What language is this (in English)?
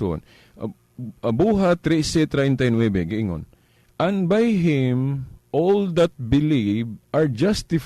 Cebuano